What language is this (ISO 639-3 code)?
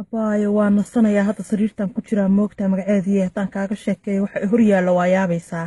som